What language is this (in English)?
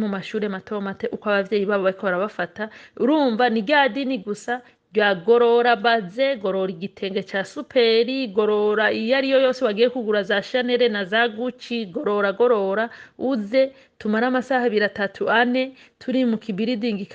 Rundi